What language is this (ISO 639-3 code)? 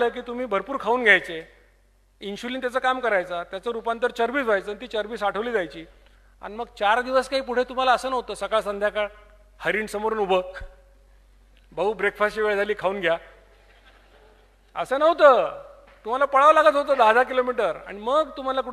mar